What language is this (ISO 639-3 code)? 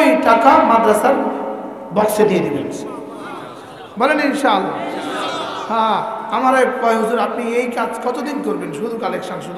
ben